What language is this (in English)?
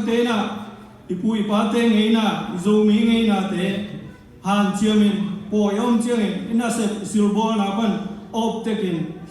Tedim Chin